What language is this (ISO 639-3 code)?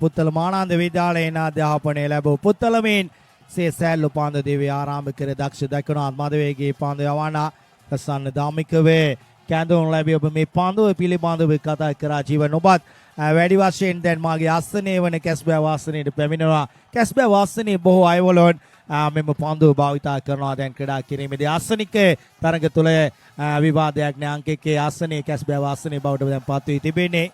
sin